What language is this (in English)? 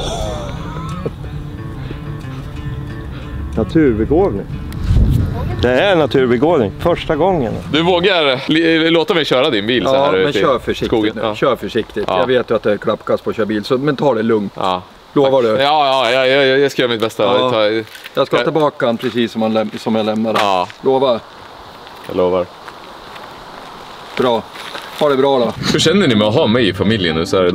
Swedish